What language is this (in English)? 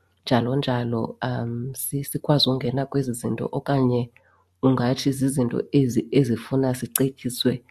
Xhosa